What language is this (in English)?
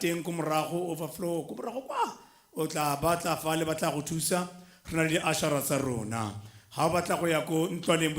Tswana